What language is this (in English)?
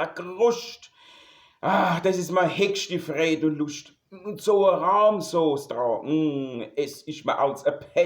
Palatine German